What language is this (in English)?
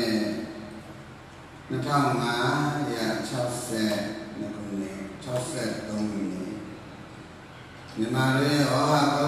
Burmese